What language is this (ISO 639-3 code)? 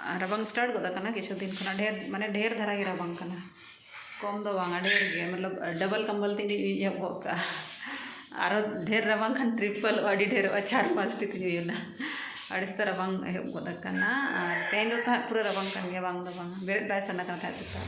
sat